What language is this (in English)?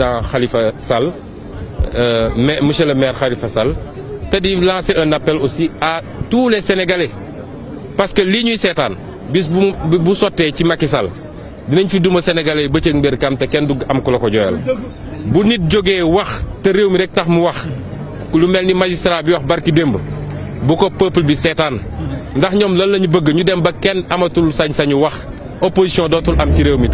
Wolof